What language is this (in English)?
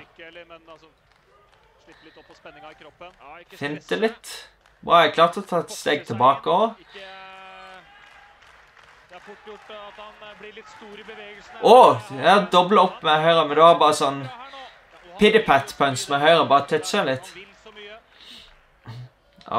Norwegian